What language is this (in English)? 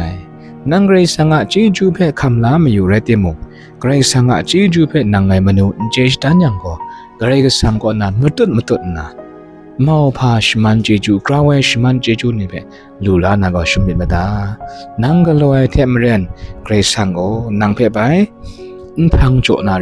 Kachin